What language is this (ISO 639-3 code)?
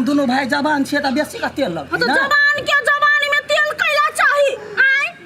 mai